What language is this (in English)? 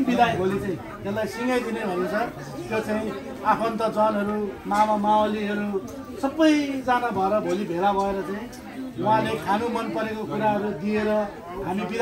Nepali